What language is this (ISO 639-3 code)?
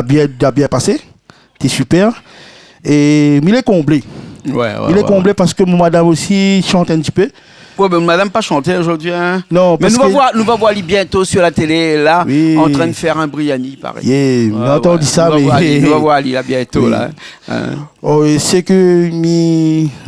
rcf